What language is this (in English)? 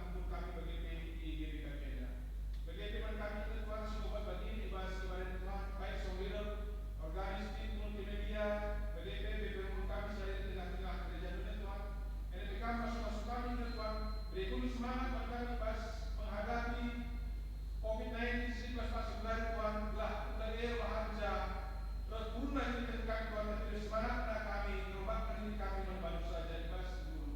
Batak Karo